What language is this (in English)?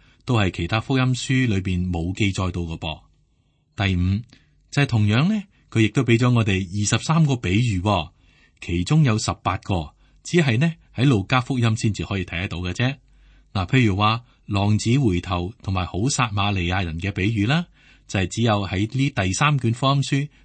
Cantonese